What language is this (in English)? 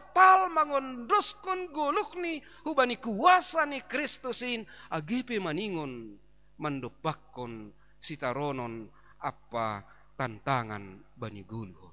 Batak Simalungun